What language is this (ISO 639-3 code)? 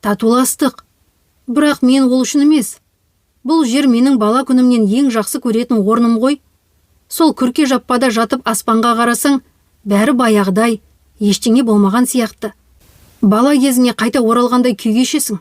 kaz